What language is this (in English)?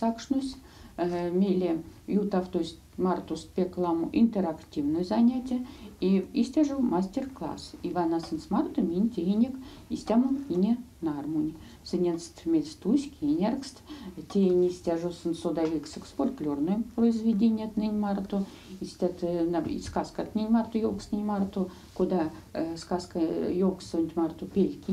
Erzya